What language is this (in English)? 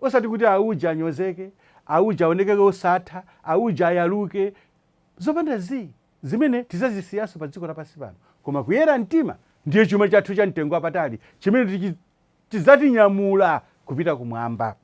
Nyanja